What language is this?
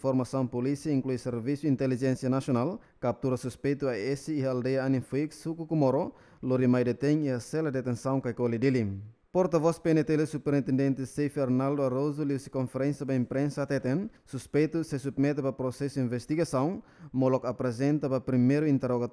Tetum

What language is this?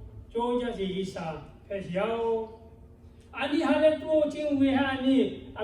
Lahu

